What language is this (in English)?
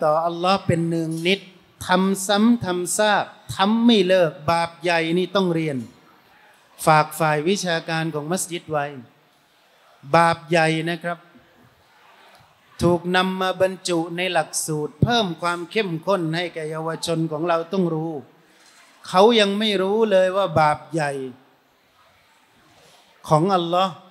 Thai